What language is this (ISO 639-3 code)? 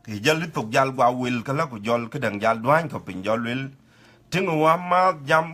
din